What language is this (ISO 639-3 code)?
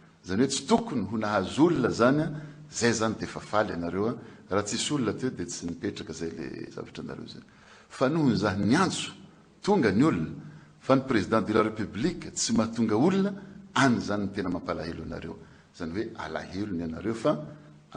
mlg